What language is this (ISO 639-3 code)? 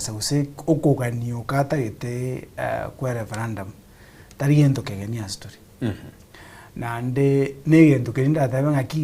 guz